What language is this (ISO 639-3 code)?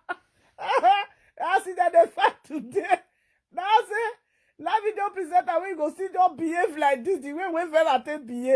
pcm